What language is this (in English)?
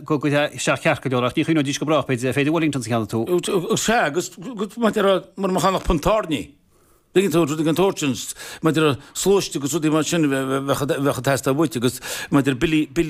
Irish